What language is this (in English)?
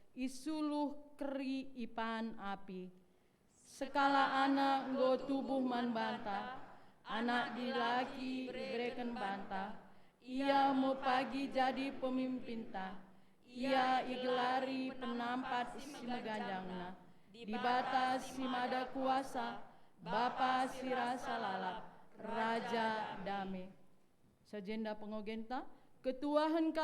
Batak Karo